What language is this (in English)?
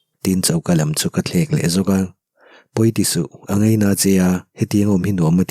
Mizo